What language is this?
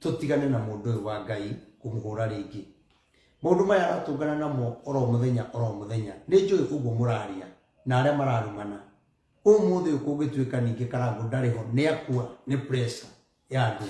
Kikuyu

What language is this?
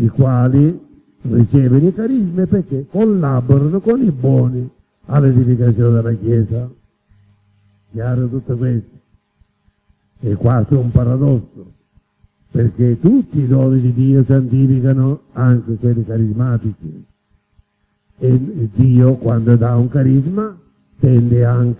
Italian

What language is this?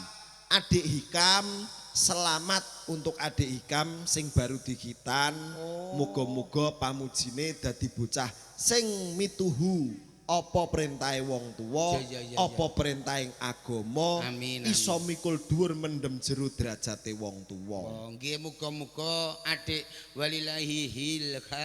Javanese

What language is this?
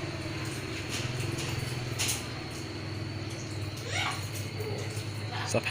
Lao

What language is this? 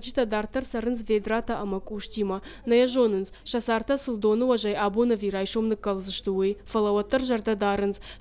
Ossetic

